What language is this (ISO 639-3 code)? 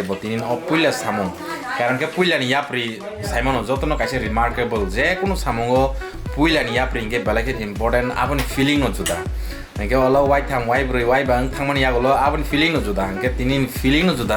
trp